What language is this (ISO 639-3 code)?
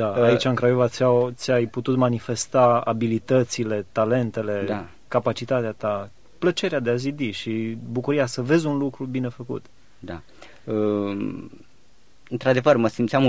ron